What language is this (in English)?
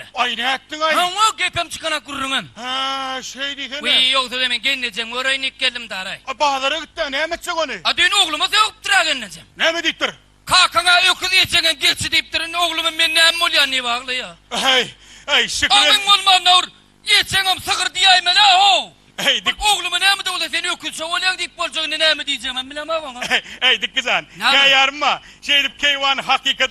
Turkmen